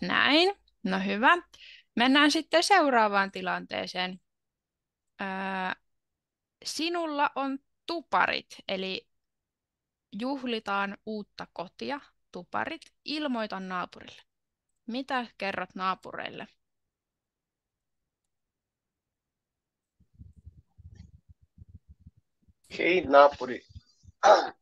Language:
Finnish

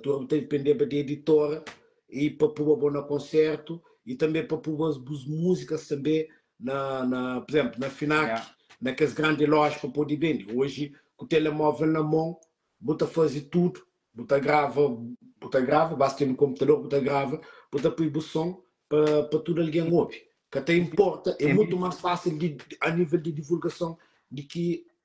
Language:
Kabuverdianu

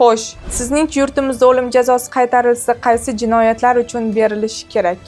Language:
Uzbek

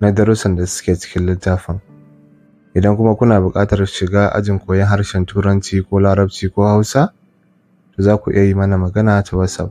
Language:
Hausa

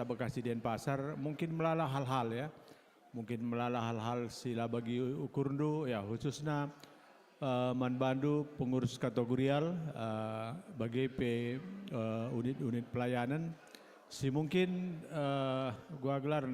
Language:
Batak Karo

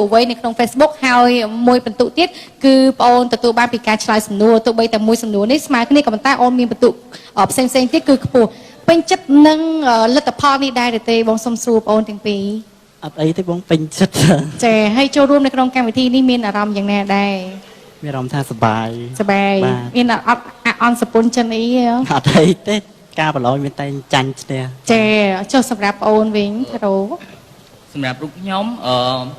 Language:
Khmer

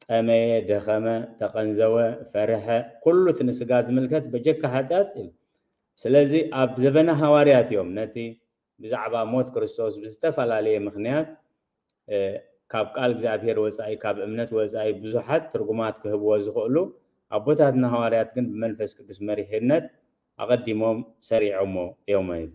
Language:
Tigrinya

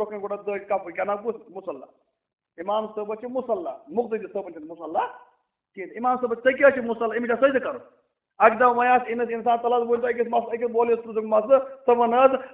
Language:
Kashmiri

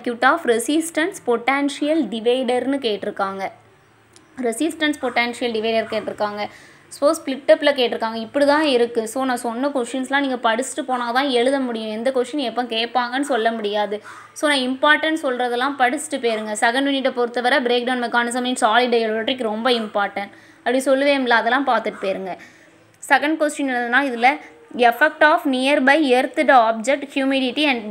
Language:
Tamil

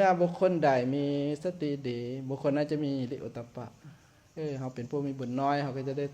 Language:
Lao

